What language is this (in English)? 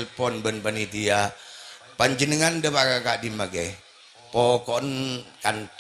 Madurese